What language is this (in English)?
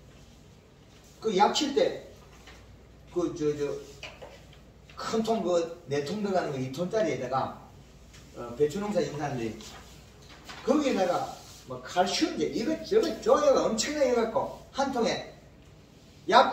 Korean